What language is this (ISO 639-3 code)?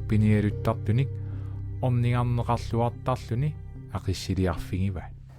kal